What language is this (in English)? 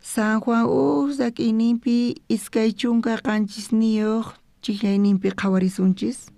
South Bolivian Quechua